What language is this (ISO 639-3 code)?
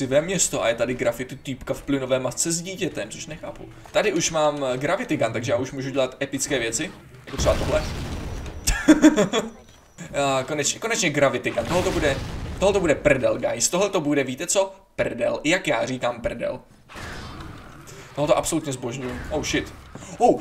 ces